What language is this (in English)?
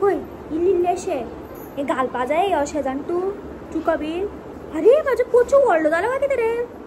Konkani